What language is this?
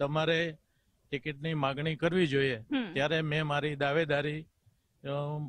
Gujarati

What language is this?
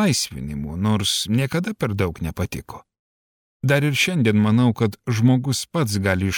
Lithuanian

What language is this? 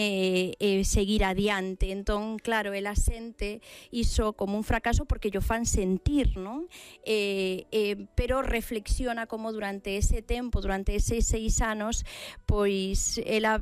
Galician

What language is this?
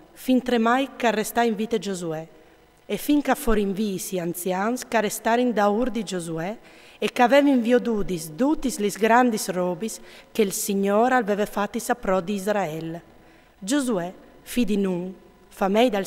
Friulian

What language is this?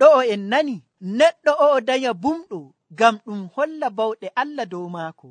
Nigerian Fulfulde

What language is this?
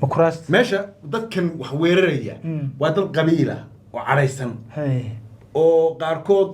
Somali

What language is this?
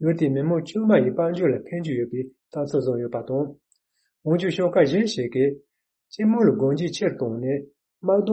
Tibetan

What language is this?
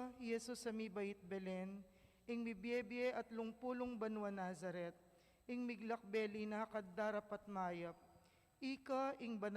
Pampanga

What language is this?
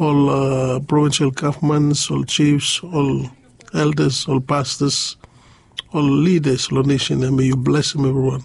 Bislama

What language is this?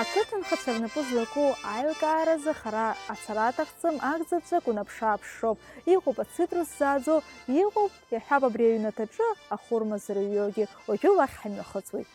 Abkhazian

